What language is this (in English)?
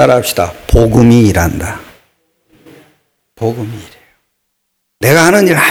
Korean